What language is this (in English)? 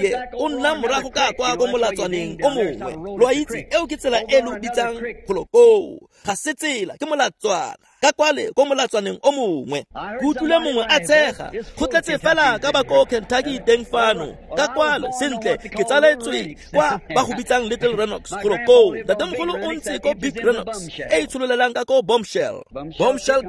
Tswana